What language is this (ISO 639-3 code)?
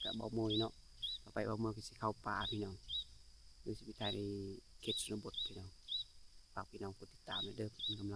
lao